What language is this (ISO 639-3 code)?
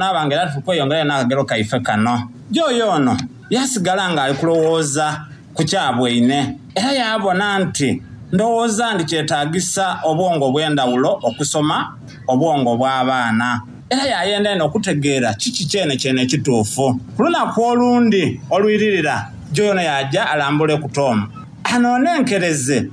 xog